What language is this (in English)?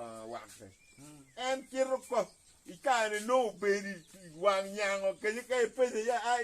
Acoli